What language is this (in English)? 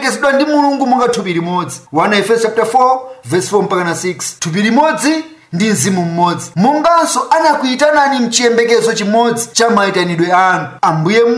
Nyanja